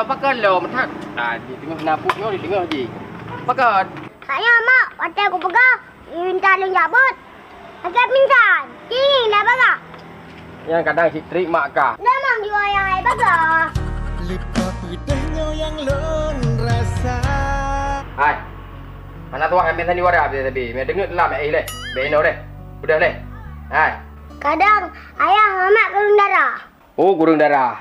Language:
Achinese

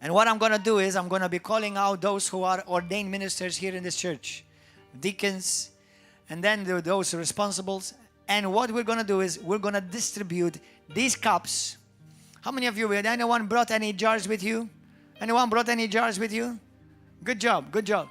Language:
English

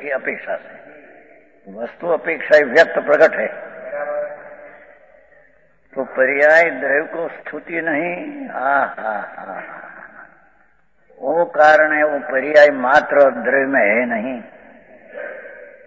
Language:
Hindi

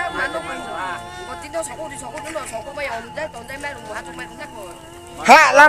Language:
Riang (India)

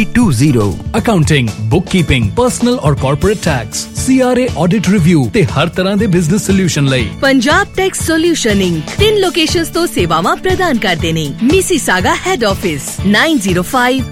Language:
Punjabi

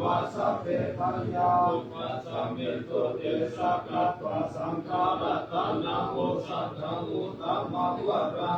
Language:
Pali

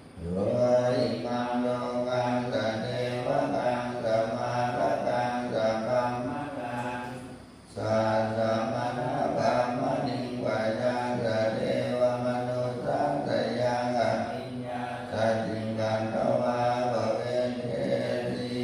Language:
Pali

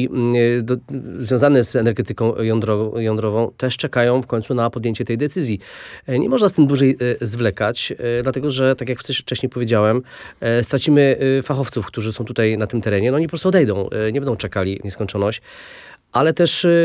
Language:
Polish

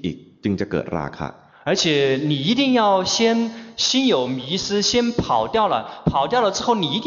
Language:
Chinese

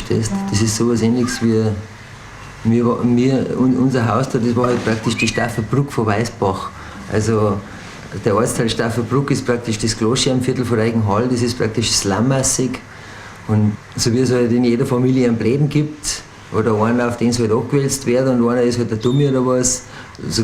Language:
Bavarian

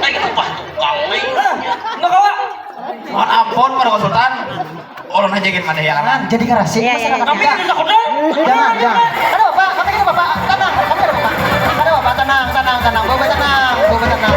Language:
Banjar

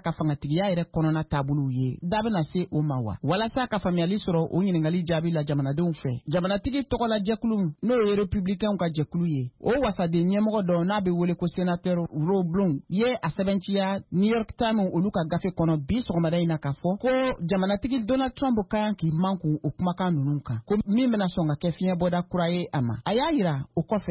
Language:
Bambara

